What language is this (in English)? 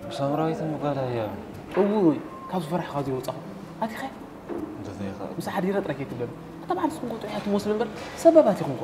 Tigrinya